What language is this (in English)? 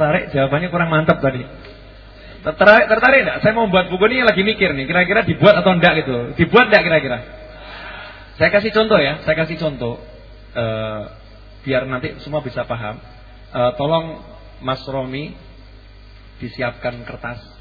Indonesian